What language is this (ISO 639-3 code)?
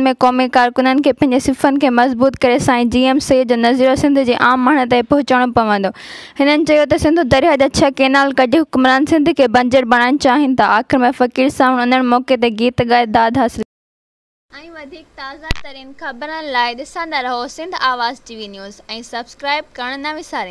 snd